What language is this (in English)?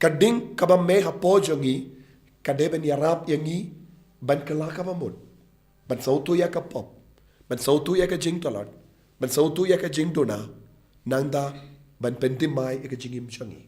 Khasi